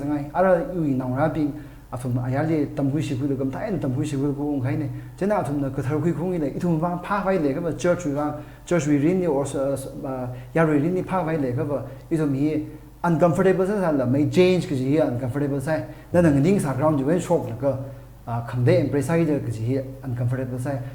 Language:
Tangkhul Naga (India)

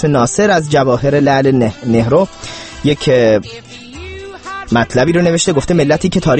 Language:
Persian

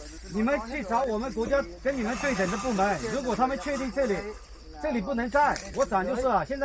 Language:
Hmong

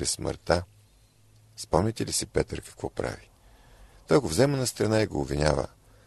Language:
Bulgarian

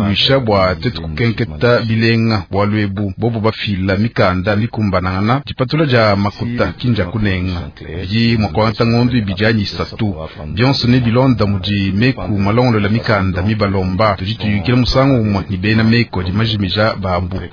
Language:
Luba-Lulua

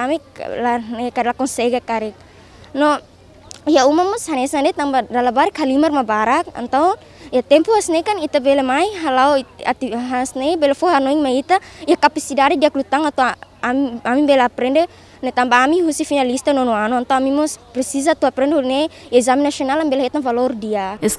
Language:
Tetum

